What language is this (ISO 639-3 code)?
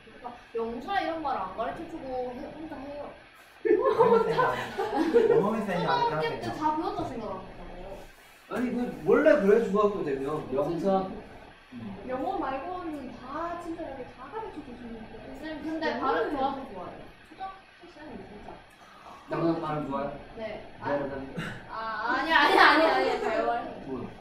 kor